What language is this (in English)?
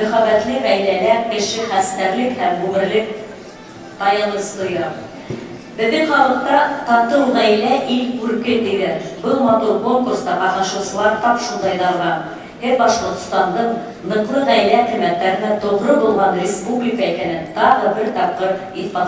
Bashkir